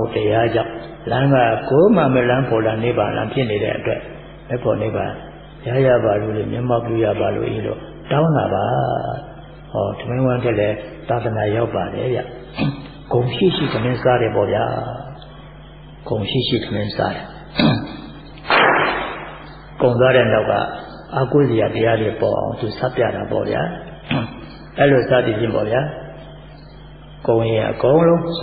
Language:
Burmese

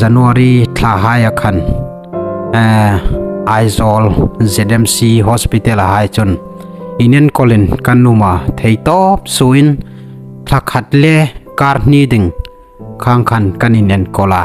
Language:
Hmar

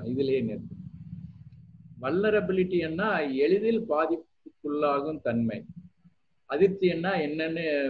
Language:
Tamil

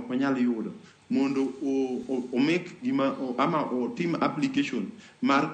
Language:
Luo (Kenya and Tanzania)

